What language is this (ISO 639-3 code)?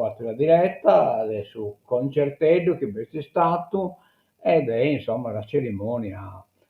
srd